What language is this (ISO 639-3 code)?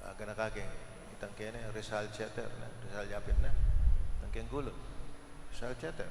pam